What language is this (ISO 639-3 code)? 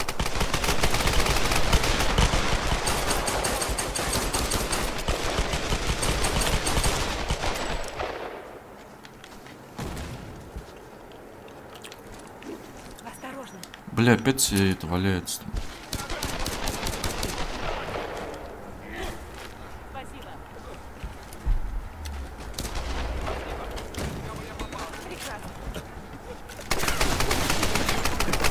rus